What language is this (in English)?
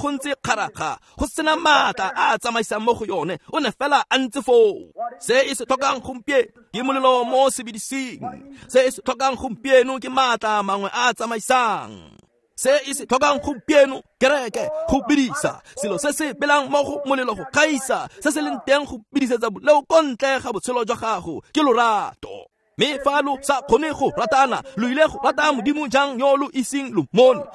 Tswana